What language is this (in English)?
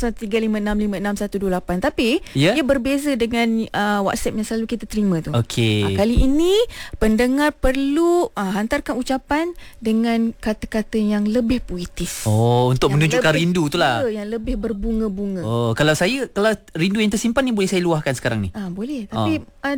Malay